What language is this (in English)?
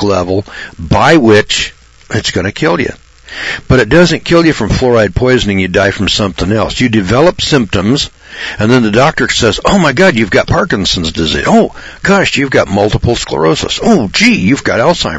English